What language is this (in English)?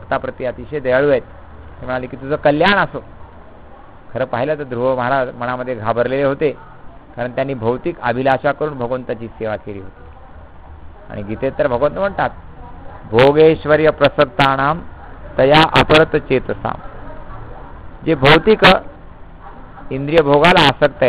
Marathi